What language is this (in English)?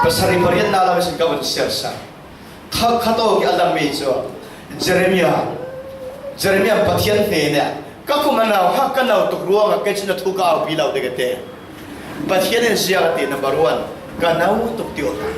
Falam Chin